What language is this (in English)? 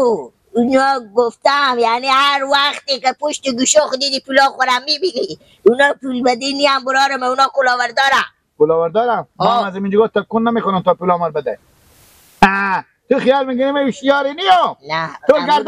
Persian